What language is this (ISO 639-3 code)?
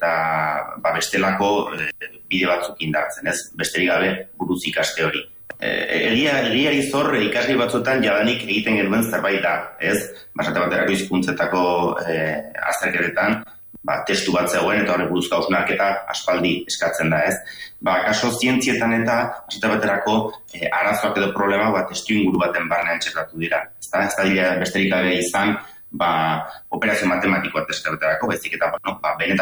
eus